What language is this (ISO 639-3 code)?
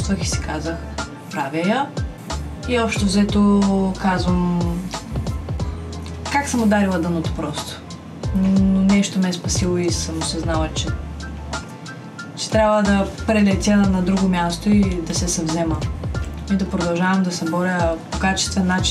bul